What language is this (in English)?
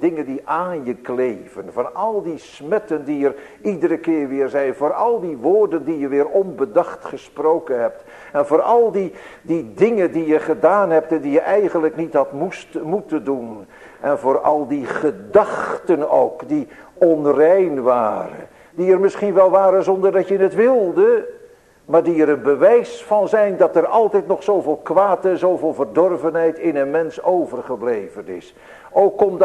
Dutch